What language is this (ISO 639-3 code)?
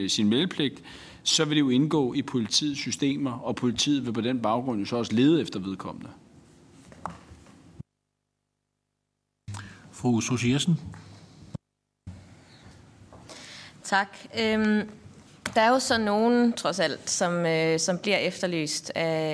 dan